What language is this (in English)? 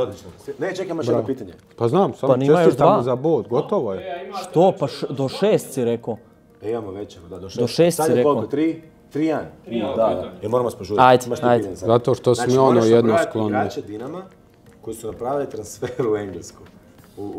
Croatian